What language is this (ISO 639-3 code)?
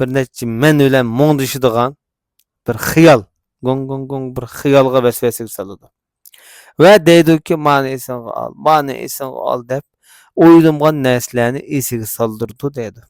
uig